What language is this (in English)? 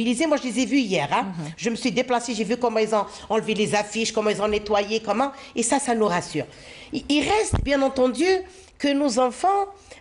French